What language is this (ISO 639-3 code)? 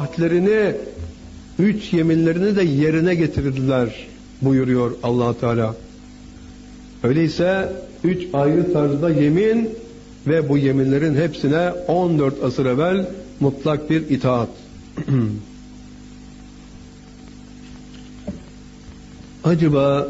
tur